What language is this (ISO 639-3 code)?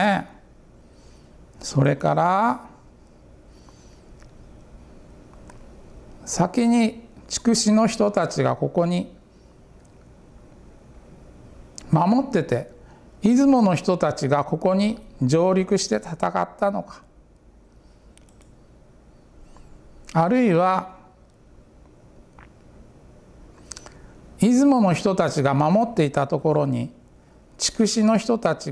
jpn